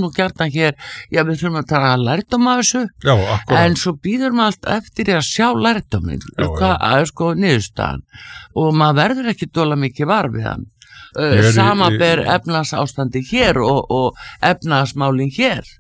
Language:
Icelandic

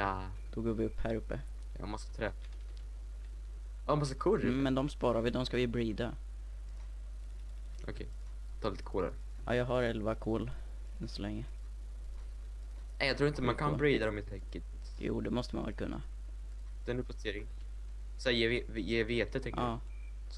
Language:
Swedish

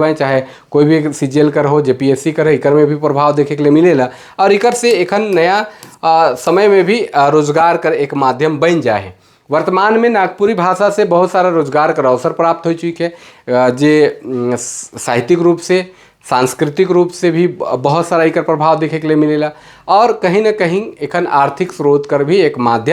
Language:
Sadri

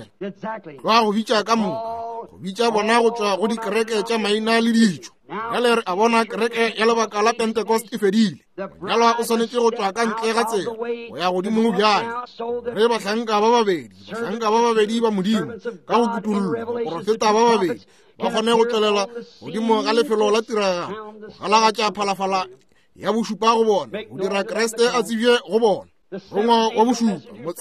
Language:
Northern Sotho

